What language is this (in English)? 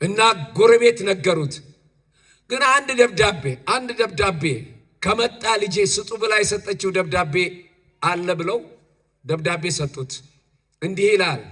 Amharic